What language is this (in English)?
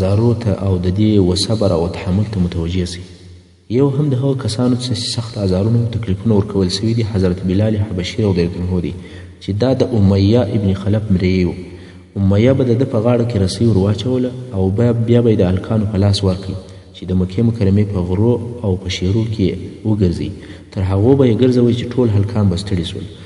Pashto